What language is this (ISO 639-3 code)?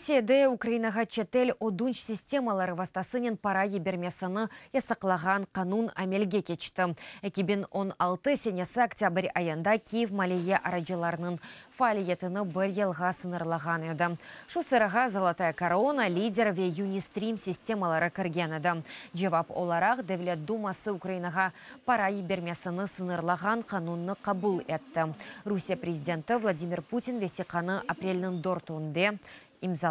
crh